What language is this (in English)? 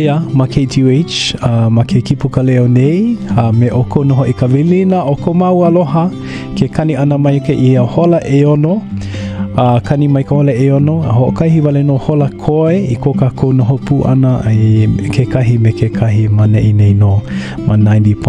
Hawaiian